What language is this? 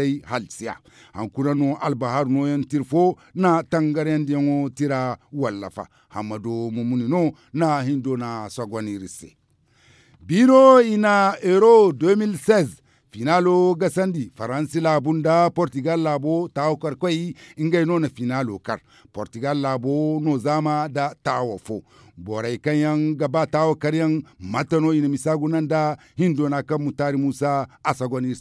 Zarma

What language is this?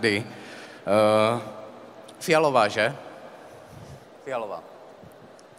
Czech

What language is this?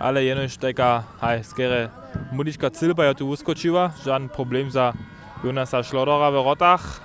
Upper Sorbian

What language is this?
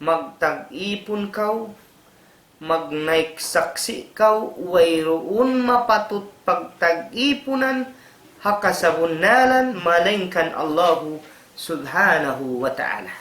Tausug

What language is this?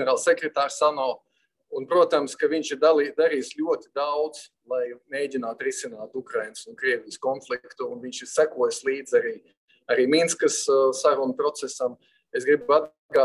Latvian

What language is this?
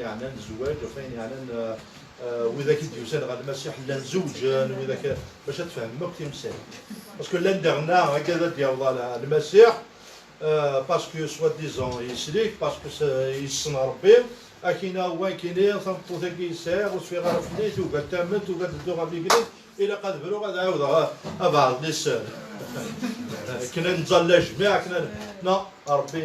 Kabyle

